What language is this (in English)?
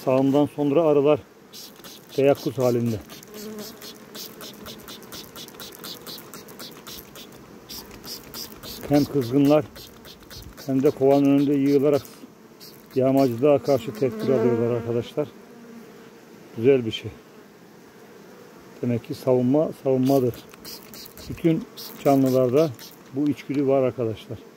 Turkish